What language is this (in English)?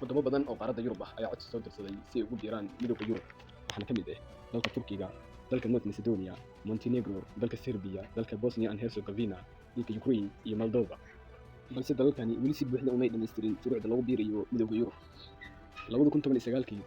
Somali